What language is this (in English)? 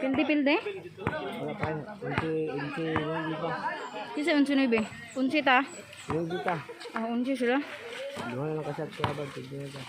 Cebuano